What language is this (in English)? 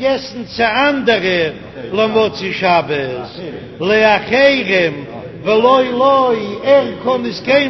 Yiddish